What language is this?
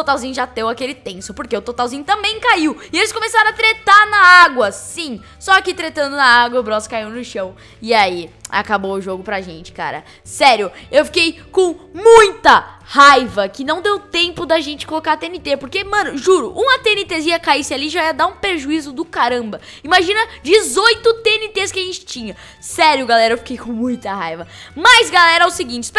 Portuguese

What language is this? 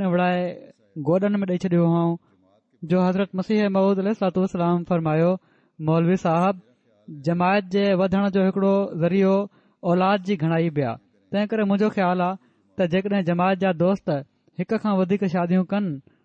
Sindhi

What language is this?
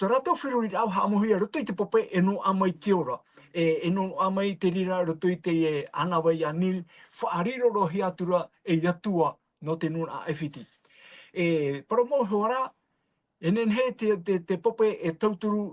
Tahitian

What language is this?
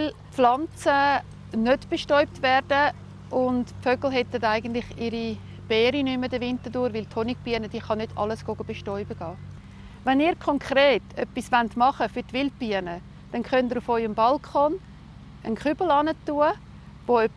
Swiss German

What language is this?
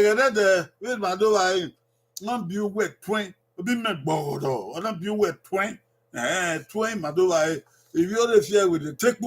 Bini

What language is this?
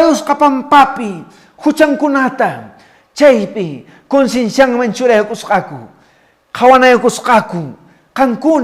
Quechua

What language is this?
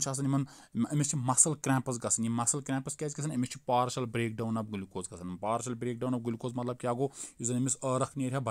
Kashmiri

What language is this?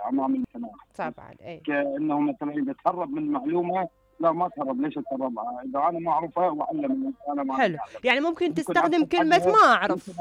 Mesopotamian Arabic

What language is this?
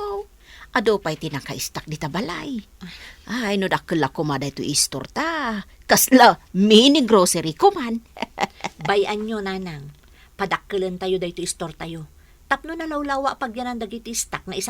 Iloko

